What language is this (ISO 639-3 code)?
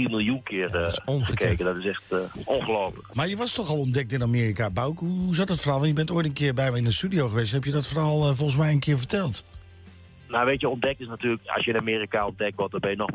nld